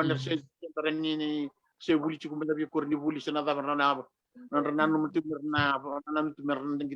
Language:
Fijian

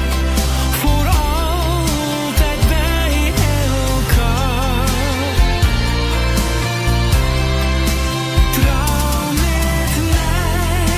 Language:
Dutch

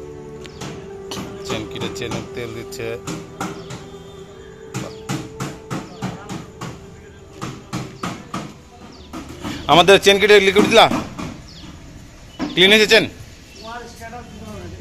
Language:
Bangla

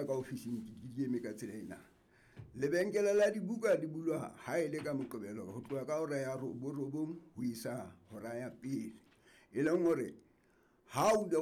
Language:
Southern Sotho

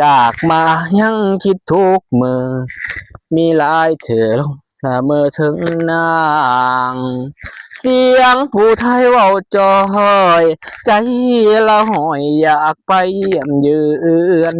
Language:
Lao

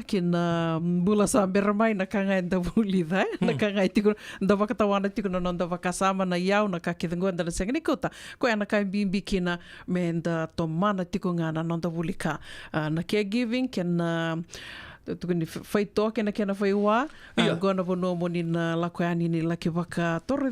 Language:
Fijian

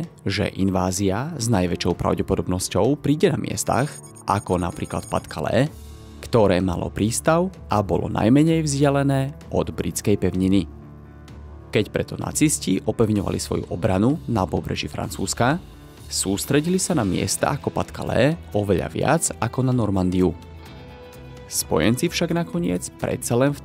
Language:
Slovak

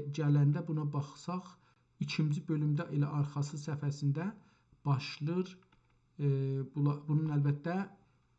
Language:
South Azerbaijani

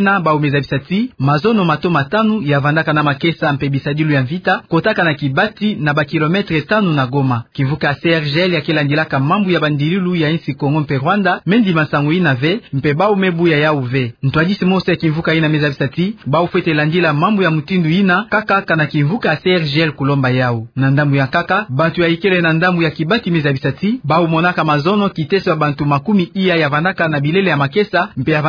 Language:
Kituba (Democratic Republic of Congo)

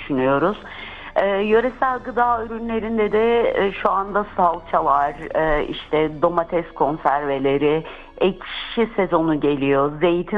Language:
Turkish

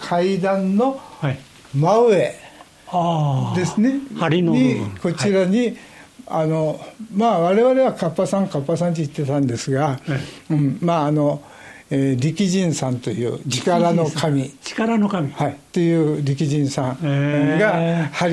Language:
Japanese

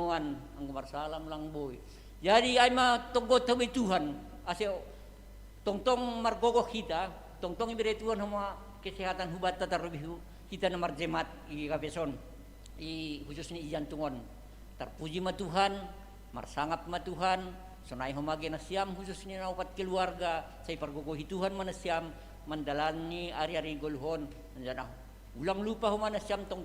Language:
Batak Simalungun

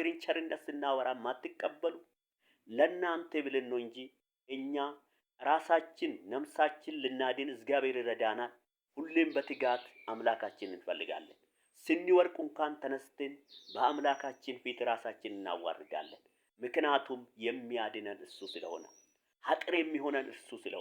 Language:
Amharic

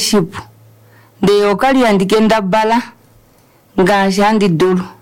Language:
Kuanyama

